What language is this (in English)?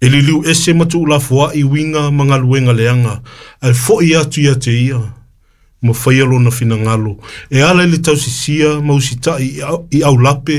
Samoan